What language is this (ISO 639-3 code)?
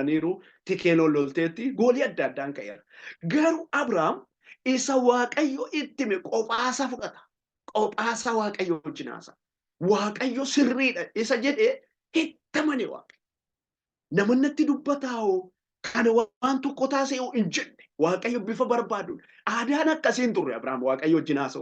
orm